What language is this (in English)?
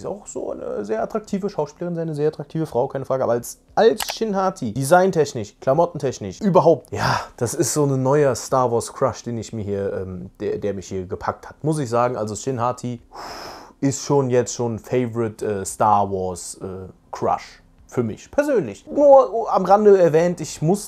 German